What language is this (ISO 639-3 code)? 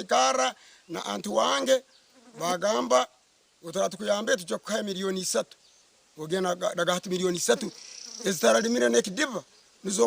nyn